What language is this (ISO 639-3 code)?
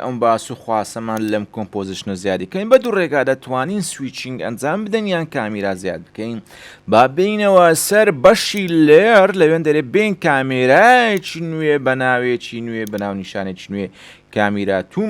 ckb